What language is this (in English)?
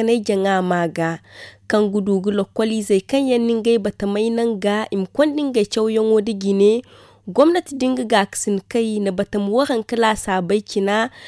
Zarma